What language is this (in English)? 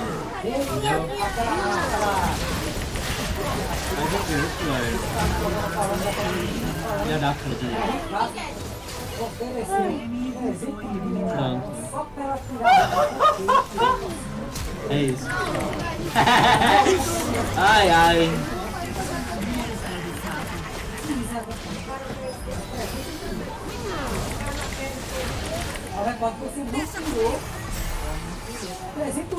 Portuguese